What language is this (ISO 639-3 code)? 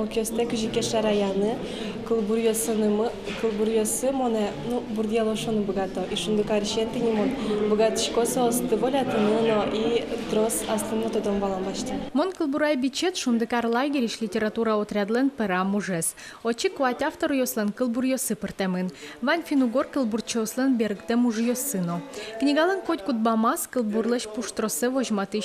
udm